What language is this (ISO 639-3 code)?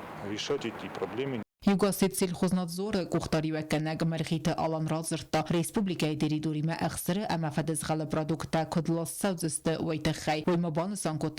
oss